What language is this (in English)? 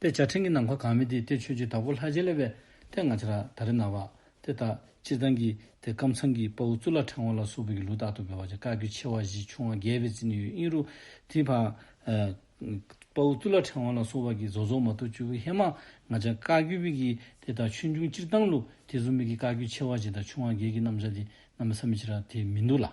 Dzongkha